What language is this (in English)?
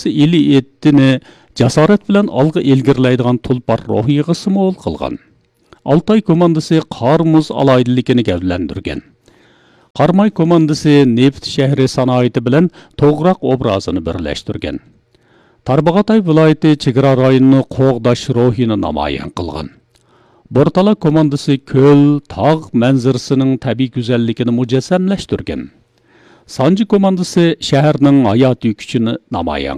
Uyghur